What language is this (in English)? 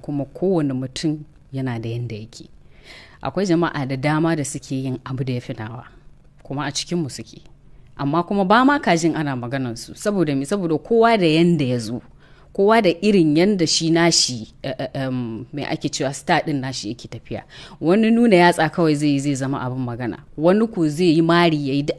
Hausa